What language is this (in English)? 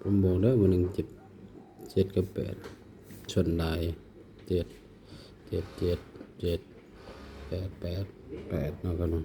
Northeastern Thai